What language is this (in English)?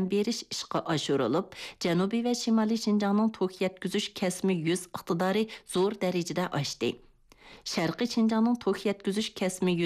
Uyghur